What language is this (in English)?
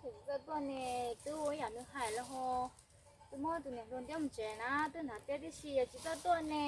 Hmong